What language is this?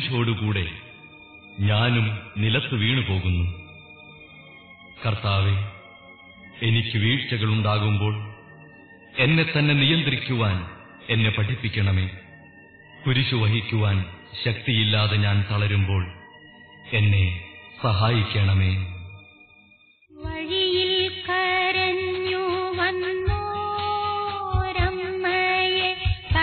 Malayalam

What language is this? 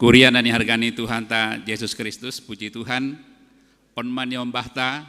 Batak Simalungun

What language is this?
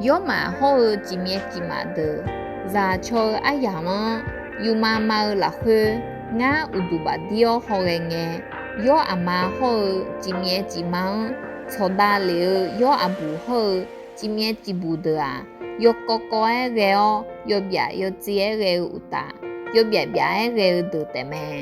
Akha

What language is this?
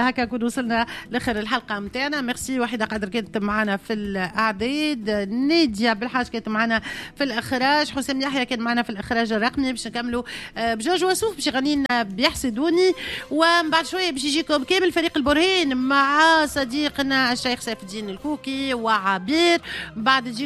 Tunisian Arabic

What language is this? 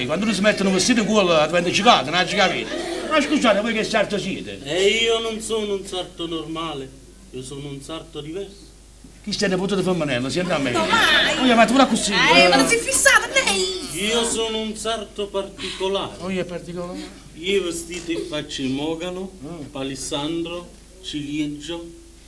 Neapolitan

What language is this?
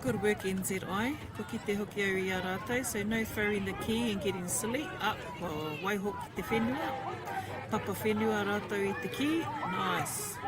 Māori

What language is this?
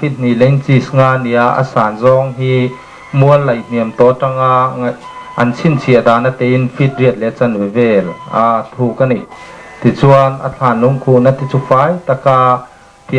Mizo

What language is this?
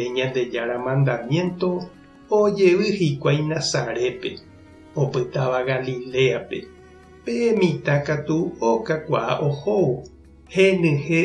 Guarani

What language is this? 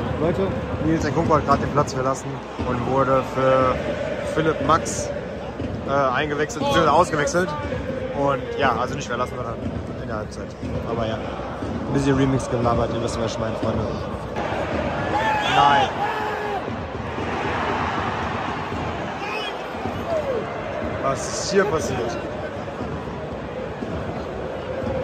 German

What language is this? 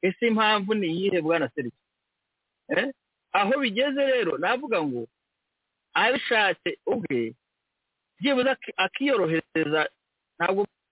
Kinyarwanda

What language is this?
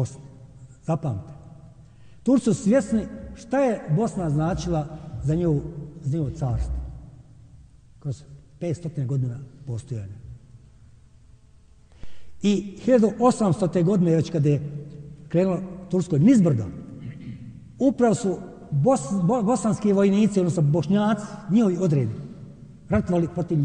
Bosnian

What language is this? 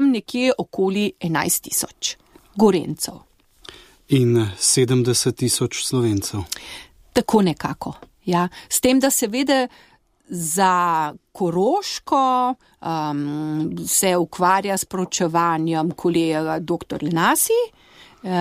Slovenian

